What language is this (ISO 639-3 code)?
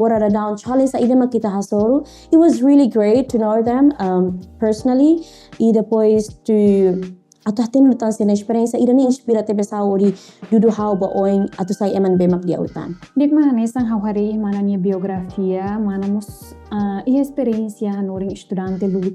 tet